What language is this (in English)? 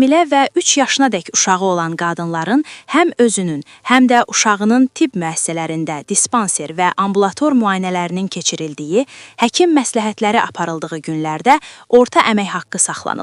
Azerbaijani